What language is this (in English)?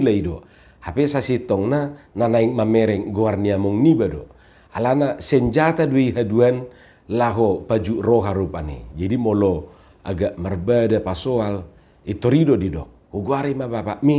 Batak Toba